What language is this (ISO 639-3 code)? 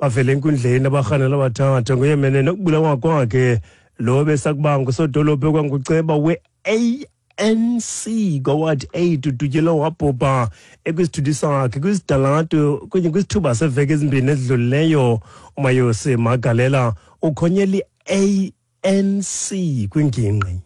xho